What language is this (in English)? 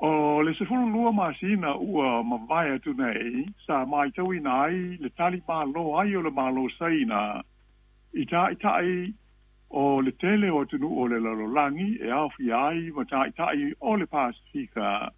Samoan